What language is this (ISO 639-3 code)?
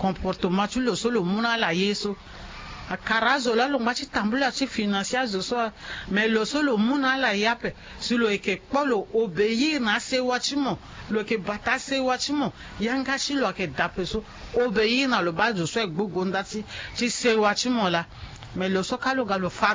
sag